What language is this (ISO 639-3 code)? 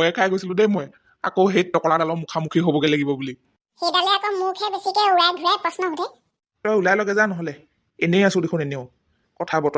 asm